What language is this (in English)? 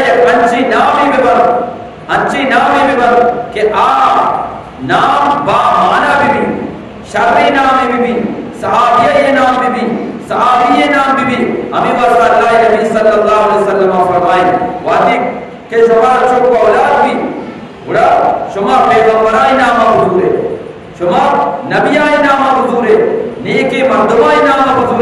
Eastern Balochi